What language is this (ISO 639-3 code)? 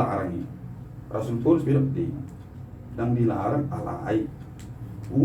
bbc